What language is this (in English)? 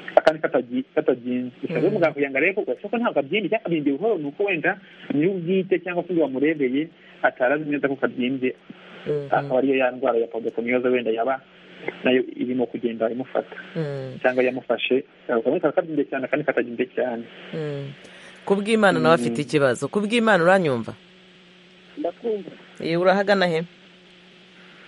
Kinyarwanda